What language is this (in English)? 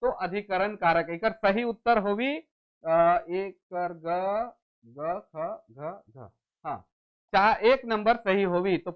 Sadri